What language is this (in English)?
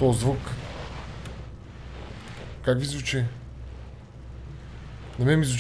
Bulgarian